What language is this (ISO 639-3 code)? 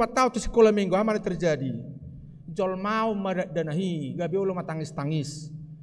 bbc